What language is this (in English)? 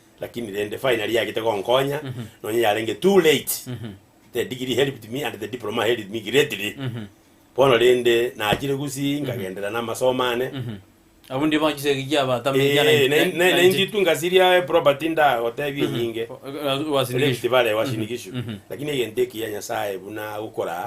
Gusii